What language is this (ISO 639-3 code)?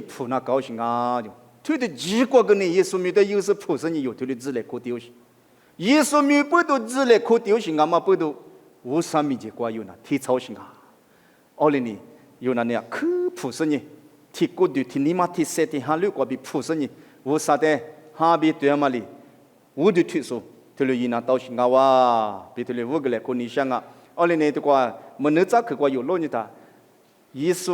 lis